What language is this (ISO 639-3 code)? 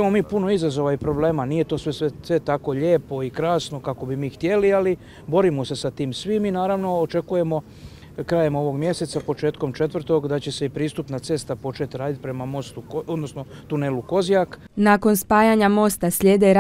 hrv